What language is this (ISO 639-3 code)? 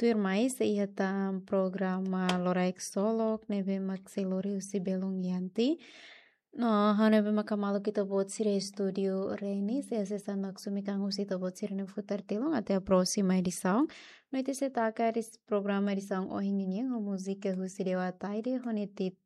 tet